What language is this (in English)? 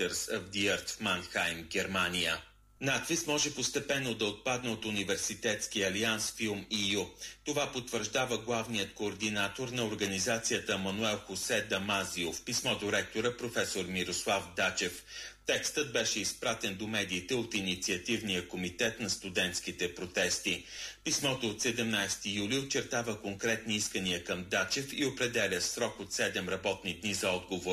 Bulgarian